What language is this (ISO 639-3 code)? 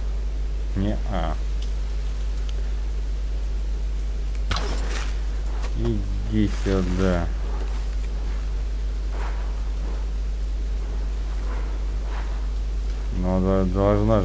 rus